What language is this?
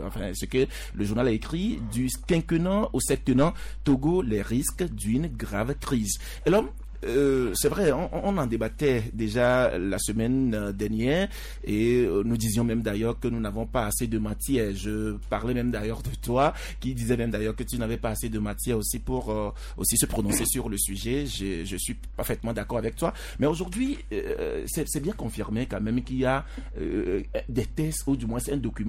French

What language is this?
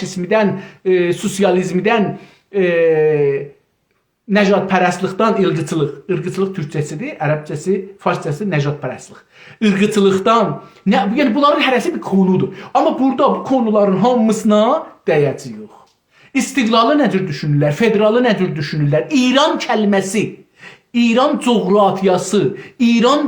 South Azerbaijani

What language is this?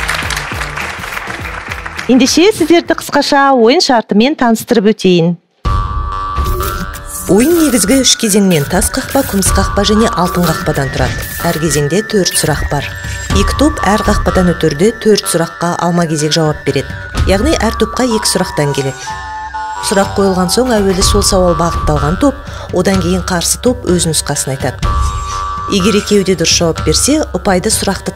Kazakh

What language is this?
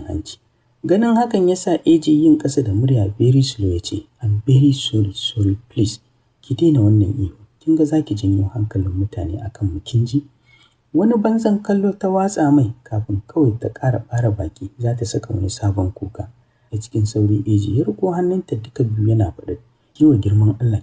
Hausa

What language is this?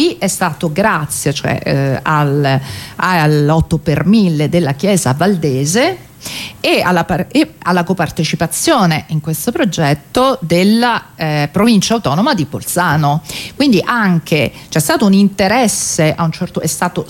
Italian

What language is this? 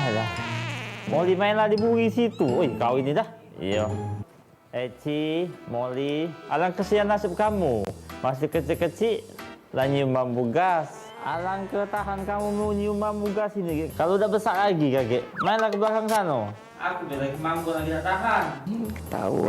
Musi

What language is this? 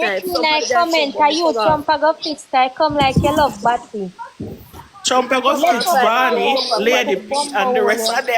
Jamaican Creole English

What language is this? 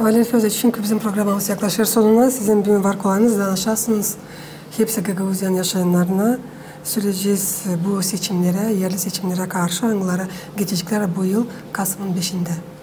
Gagauz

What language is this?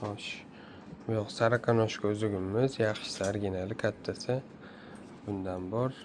Uzbek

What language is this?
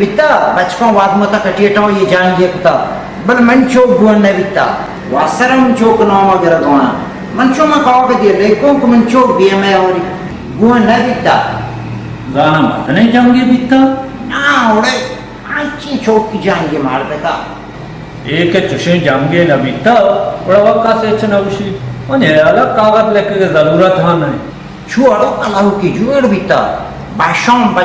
Baluchi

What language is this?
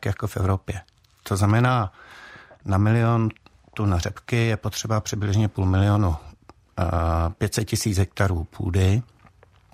Czech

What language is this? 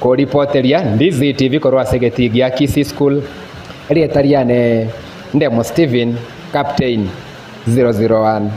Gusii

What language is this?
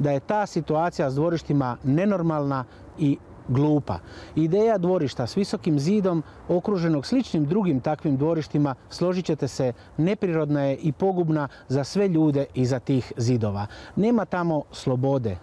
Croatian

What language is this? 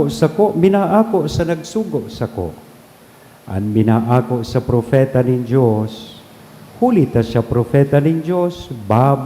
Bikol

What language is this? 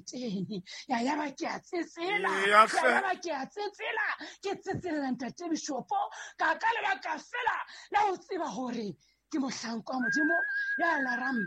Southern Sotho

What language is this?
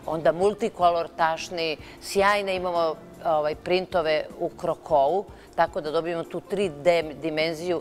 Serbian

